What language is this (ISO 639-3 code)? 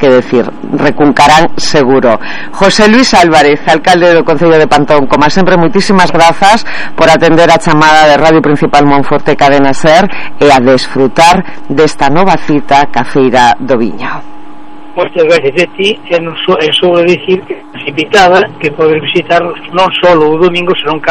glg